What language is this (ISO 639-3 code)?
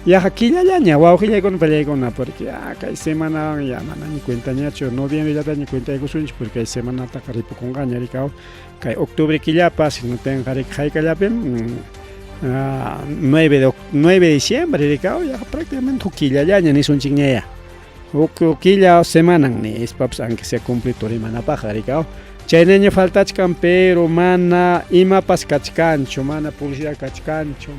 quy